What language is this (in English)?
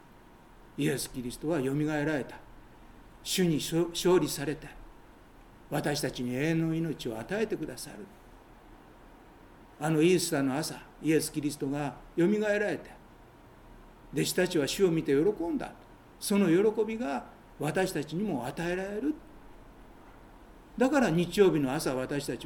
Japanese